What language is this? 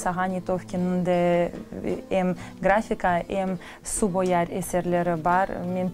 Crimean Tatar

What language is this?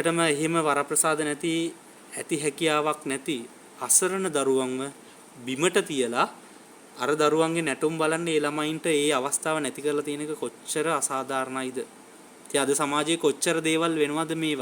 Sinhala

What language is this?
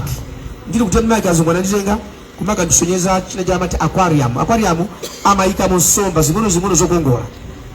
Nyanja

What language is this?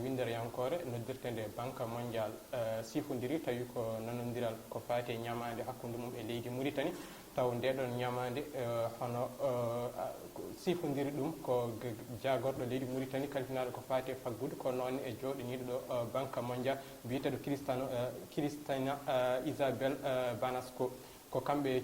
Fula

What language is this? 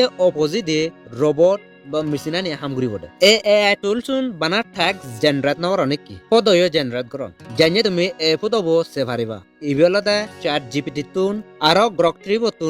Chakma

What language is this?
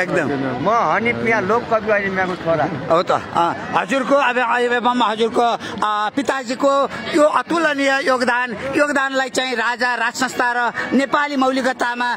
Nepali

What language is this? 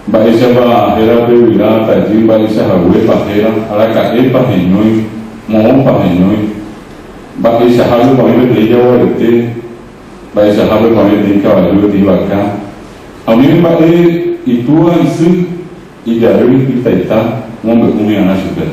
Guarani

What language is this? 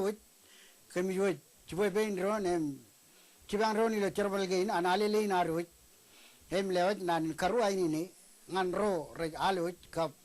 Marshallese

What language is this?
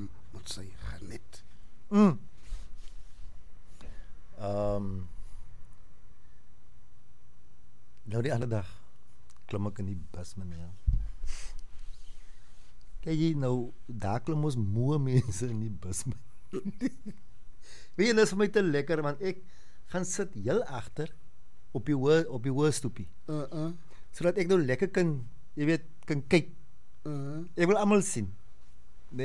Afrikaans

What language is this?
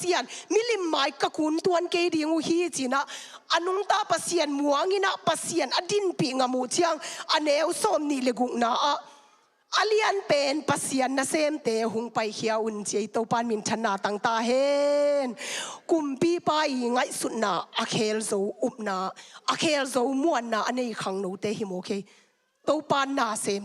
Tedim Chin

